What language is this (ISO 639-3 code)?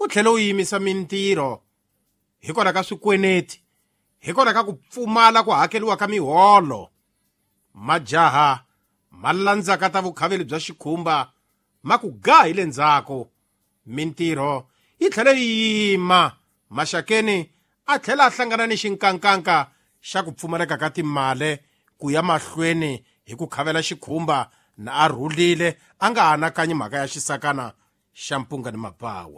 tso